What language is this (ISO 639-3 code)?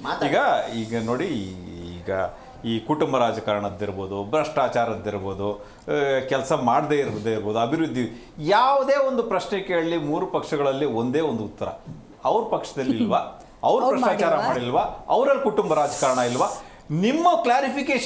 kan